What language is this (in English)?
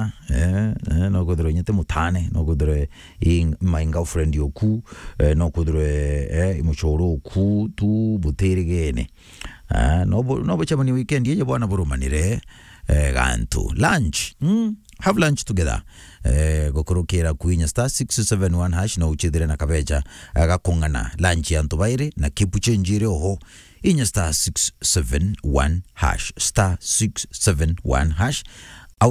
Meru